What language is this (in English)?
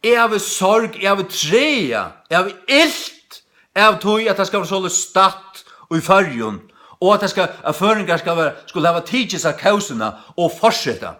Faroese